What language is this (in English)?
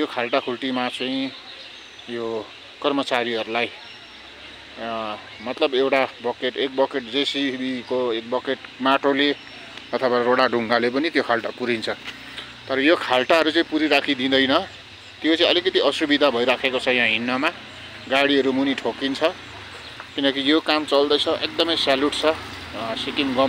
Nepali